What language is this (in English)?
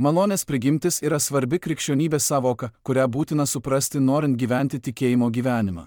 Lithuanian